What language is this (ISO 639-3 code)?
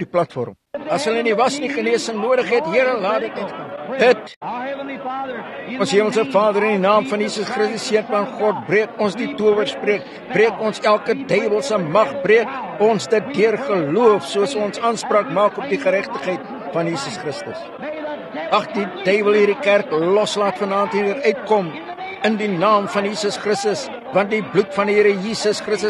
afr